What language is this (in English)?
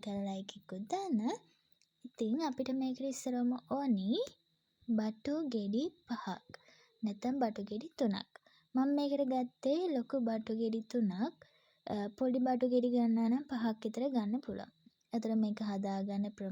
Sinhala